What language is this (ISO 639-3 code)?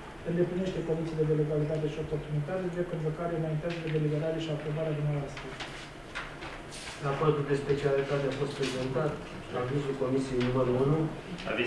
ron